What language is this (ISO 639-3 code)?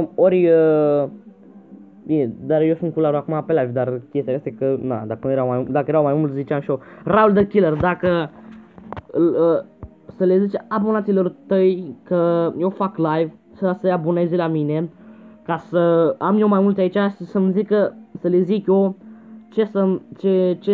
ron